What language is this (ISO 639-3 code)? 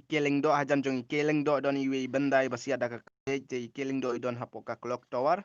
kha